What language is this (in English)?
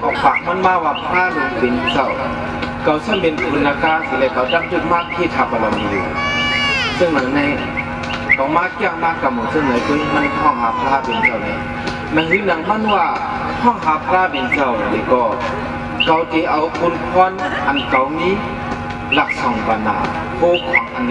Shan